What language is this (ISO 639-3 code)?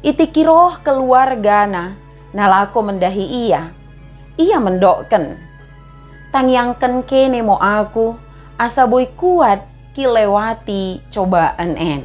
btd